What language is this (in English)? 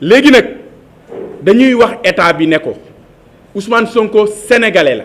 Wolof